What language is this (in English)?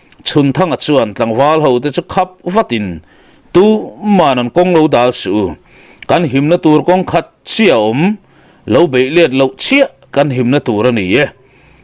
Mizo